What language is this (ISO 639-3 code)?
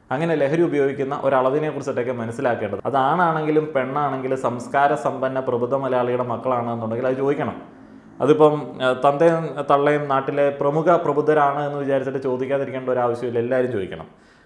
mal